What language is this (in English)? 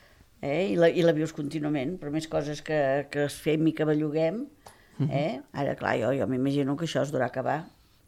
Catalan